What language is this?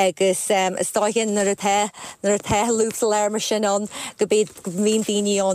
Irish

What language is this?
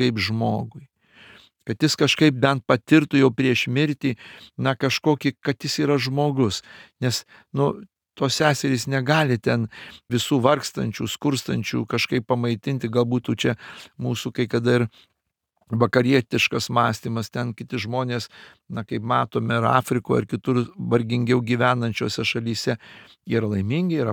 Lithuanian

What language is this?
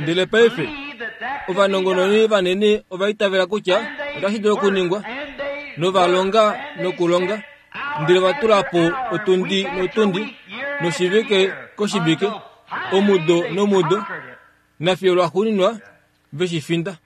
Kuanyama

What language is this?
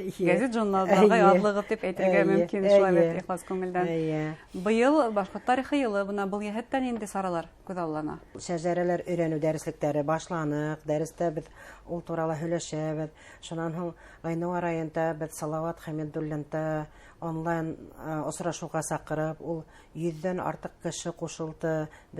Bashkir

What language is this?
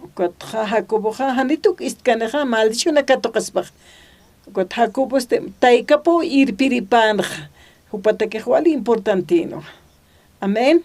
Aymara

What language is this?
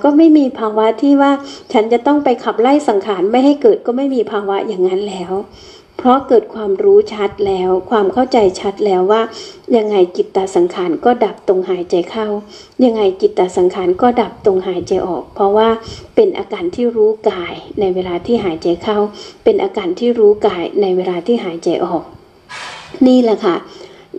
Thai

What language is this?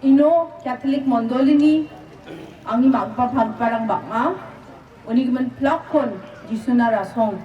Garo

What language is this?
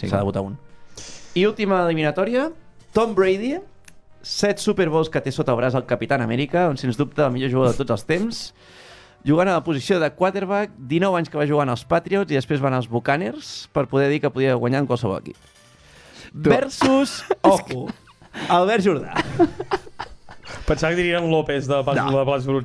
Catalan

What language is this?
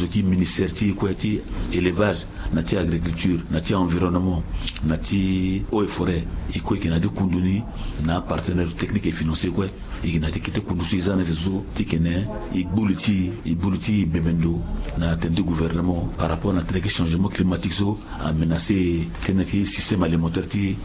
Sango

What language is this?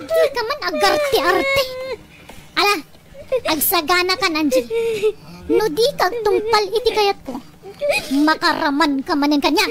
Iloko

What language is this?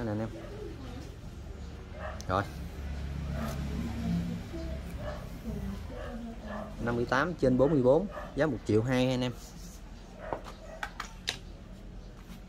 Vietnamese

